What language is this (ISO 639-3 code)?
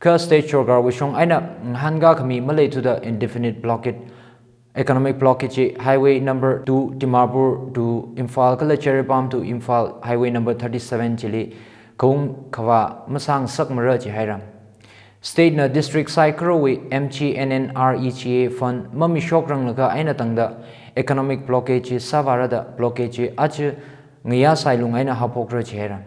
nmf